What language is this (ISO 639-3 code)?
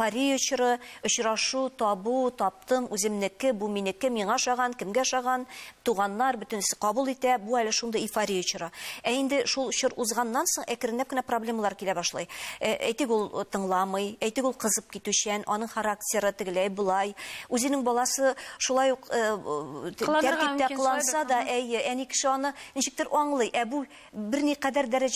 tat